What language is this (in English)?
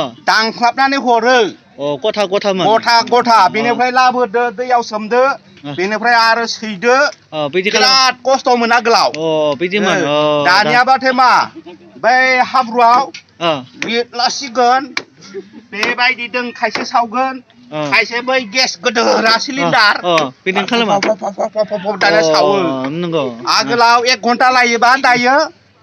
Bodo